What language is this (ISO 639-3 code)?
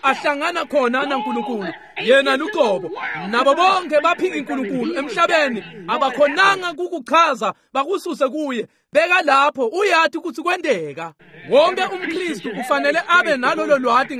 ssw